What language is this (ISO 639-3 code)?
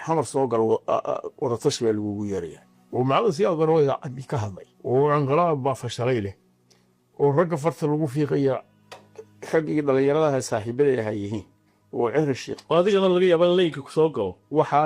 som